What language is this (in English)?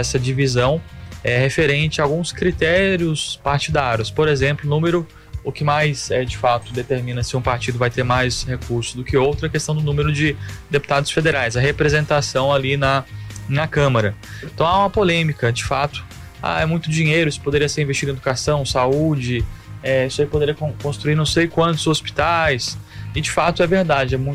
Portuguese